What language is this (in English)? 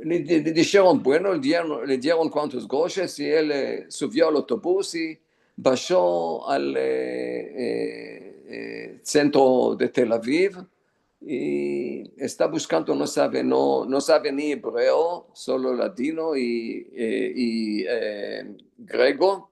Ladino